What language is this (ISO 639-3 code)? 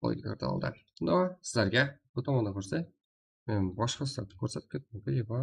kaa